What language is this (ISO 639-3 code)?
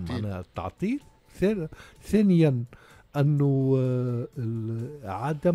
aeb